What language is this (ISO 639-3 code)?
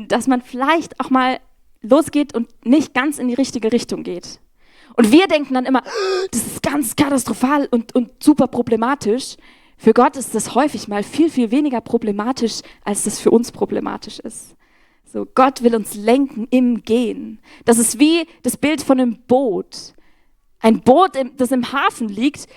gsw